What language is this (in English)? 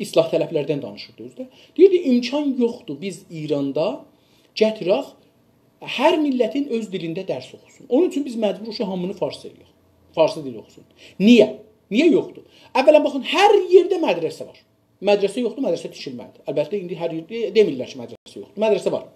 South Azerbaijani